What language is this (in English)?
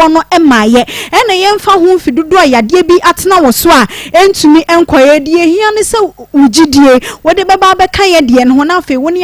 Akan